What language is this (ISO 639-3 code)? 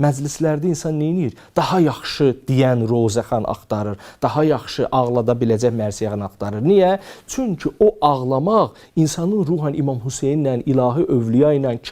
aze